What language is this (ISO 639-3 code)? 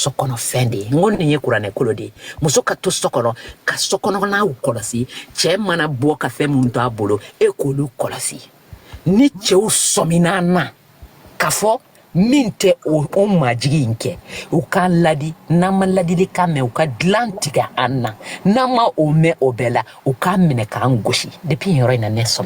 bam